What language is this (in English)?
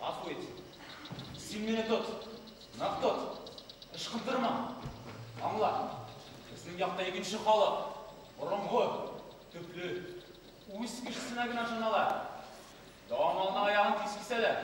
Bashkir